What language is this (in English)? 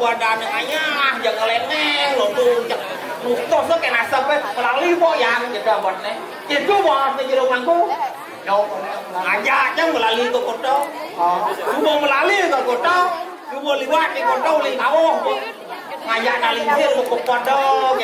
Balinese